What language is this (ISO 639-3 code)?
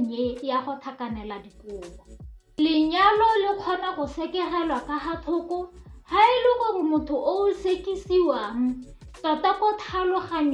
tsn